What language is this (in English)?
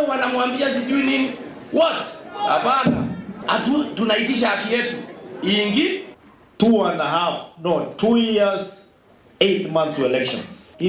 Meru